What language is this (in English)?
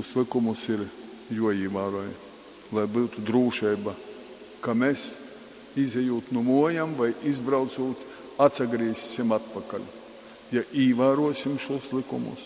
Latgalian